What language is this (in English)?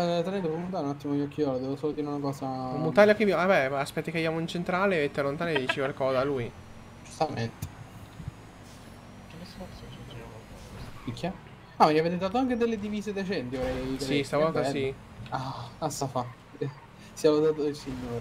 Italian